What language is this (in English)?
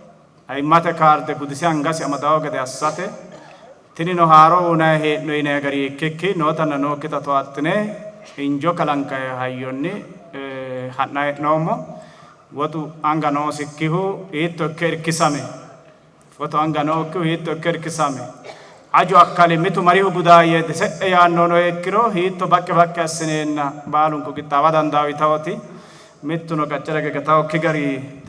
Sidamo